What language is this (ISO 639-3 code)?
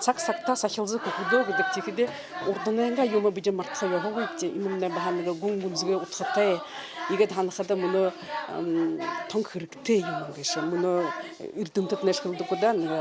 bua